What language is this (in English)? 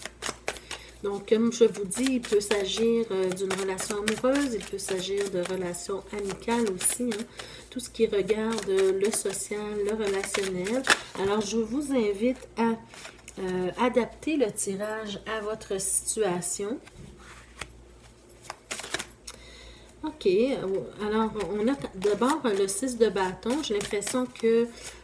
French